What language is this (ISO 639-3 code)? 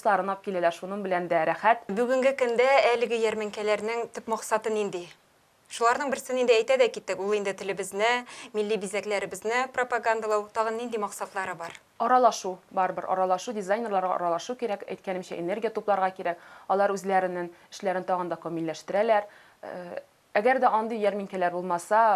tat